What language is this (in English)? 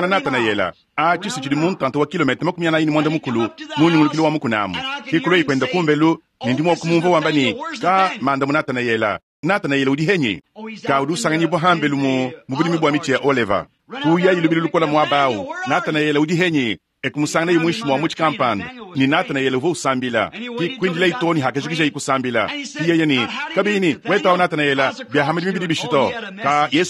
Luba-Lulua